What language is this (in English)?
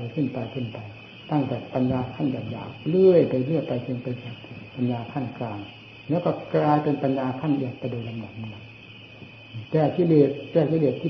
Thai